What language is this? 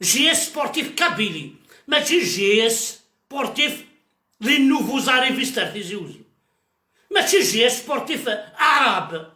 Kabyle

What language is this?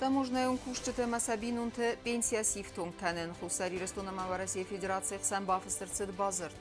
Ossetic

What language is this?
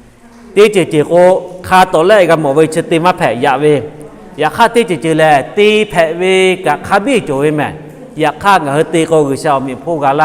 Lahu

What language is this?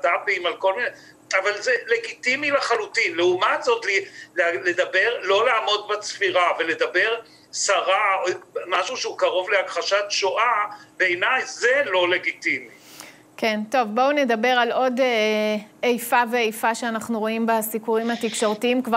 Hebrew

